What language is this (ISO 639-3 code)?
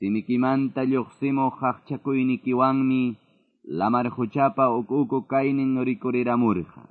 que